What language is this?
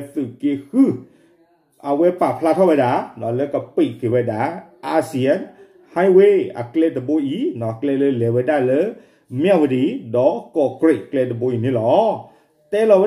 S'gaw Karen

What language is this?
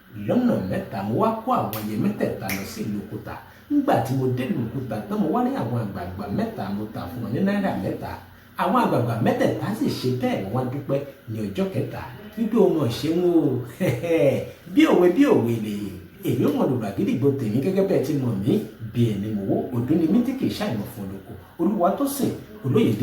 Yoruba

